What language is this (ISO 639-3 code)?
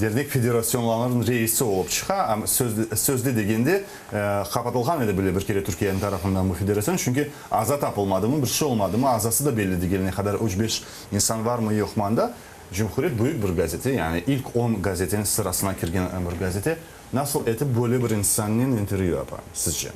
crh